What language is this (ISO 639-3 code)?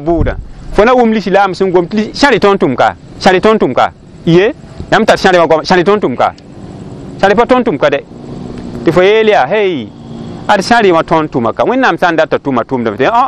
mos